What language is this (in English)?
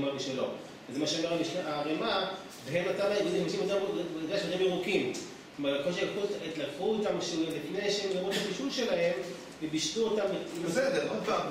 Hebrew